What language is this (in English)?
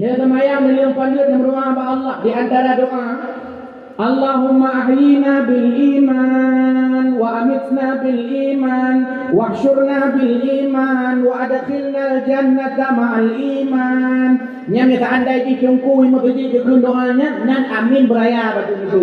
Achinese